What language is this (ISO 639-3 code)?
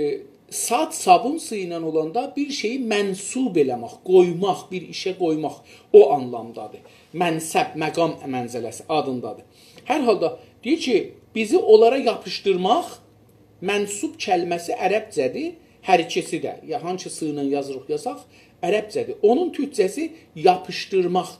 azb